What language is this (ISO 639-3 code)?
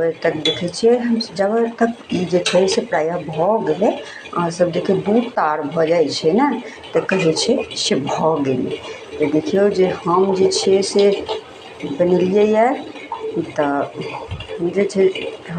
mai